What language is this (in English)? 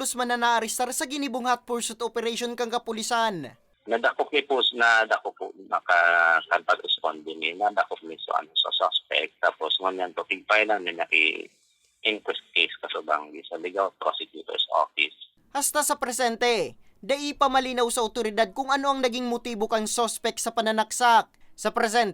Bikol